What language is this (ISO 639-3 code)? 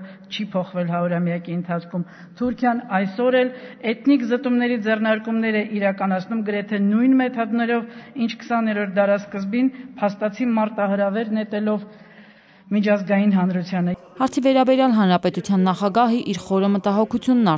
hye